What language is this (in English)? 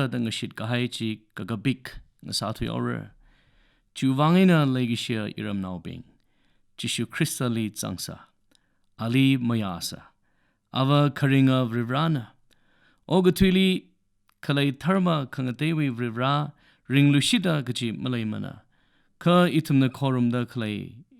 Tangkhul Naga (India)